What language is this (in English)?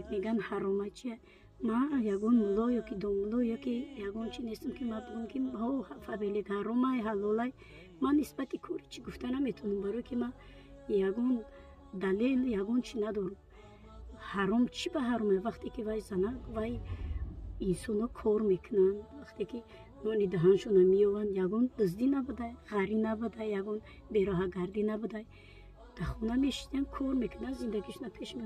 Tajik